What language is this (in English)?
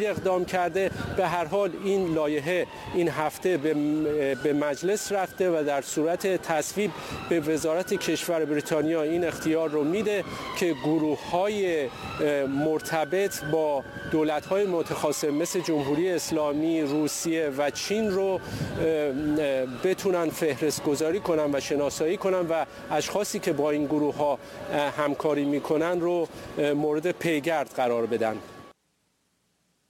Persian